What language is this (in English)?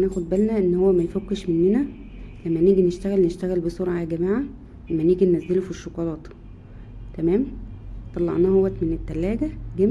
Egyptian Arabic